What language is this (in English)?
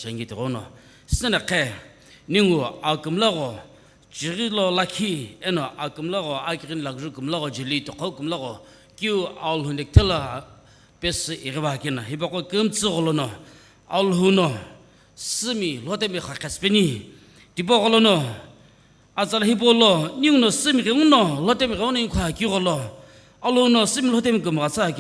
Sumi Naga